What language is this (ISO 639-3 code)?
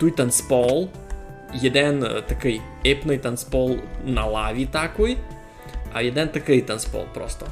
rue